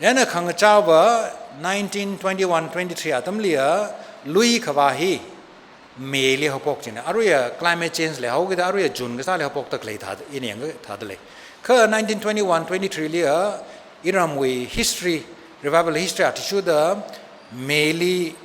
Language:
Tangkhul Naga (India)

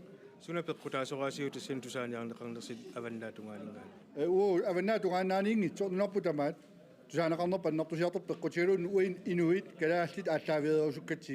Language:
Kalaallisut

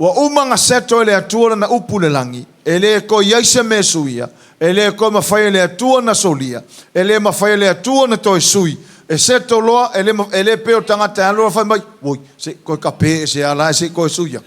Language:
Samoan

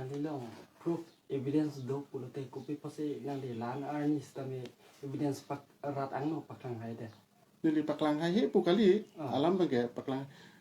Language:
Karbi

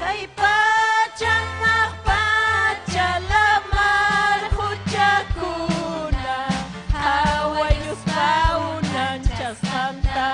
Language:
Ayacucho Quechua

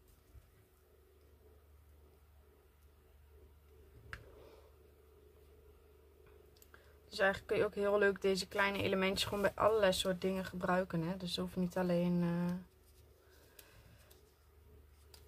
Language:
Dutch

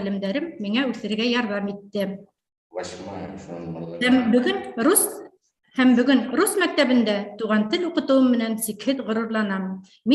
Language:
Bashkir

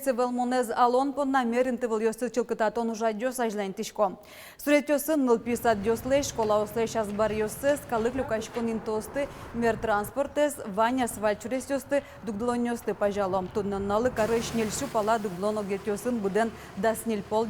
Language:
Udmurt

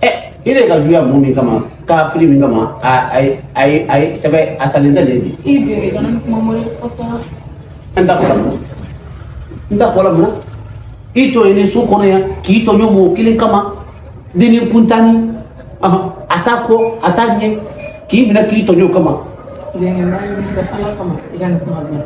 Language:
Bambara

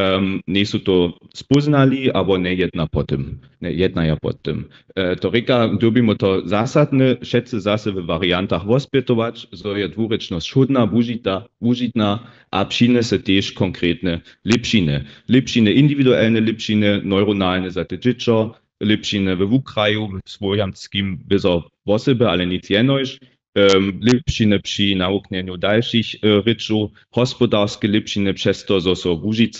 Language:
Upper Sorbian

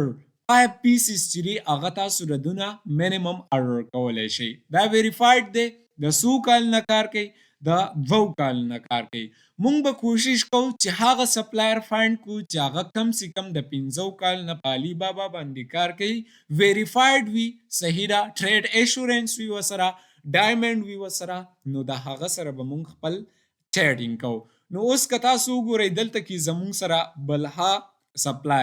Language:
Pashto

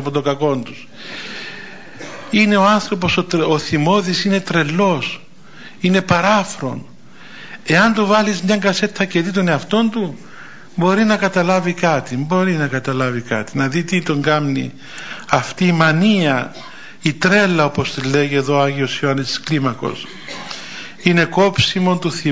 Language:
Greek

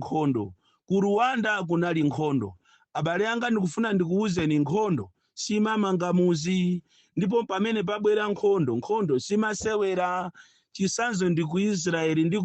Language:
Nyanja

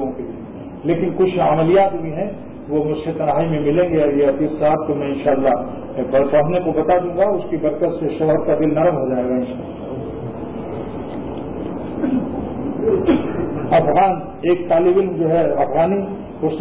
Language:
Urdu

